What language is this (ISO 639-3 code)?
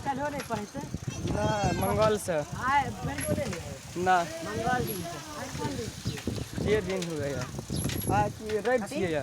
mai